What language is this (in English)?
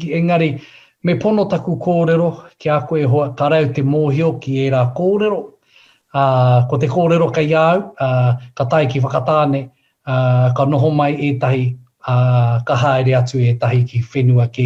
Māori